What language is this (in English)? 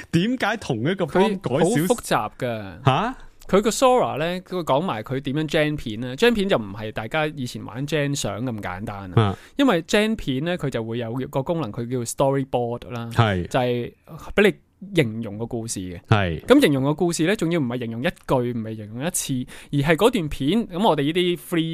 Cantonese